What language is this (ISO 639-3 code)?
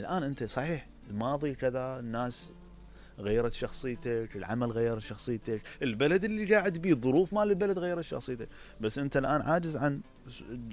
acm